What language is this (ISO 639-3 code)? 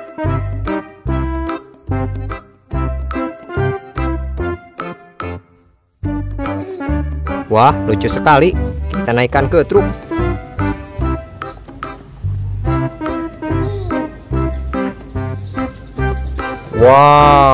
ind